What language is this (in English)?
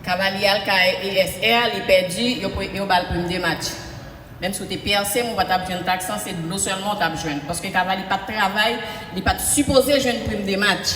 Haitian Creole